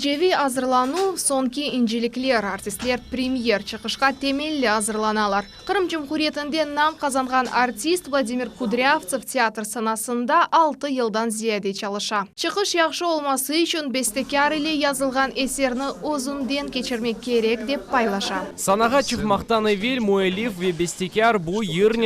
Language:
Crimean Tatar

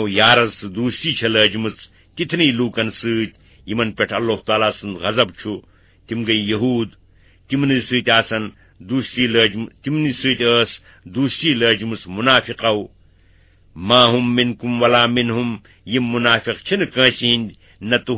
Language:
Kashmiri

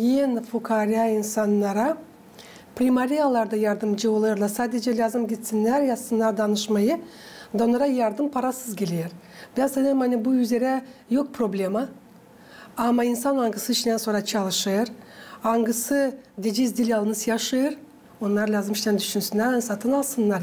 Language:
Gagauz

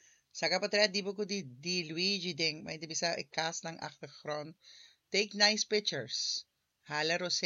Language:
Papiamento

